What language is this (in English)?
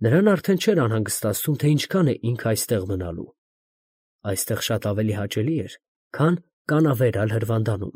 Armenian